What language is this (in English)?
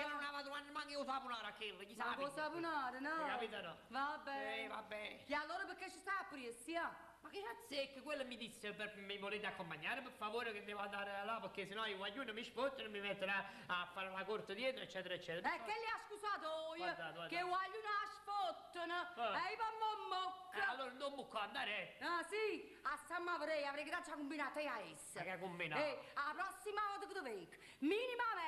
Neapolitan